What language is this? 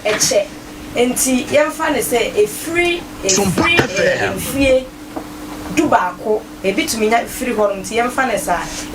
Akan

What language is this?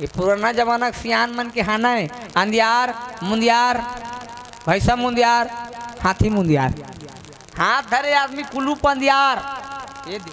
Chhattisgarhi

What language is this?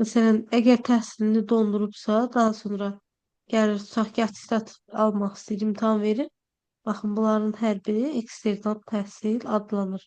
Azerbaijani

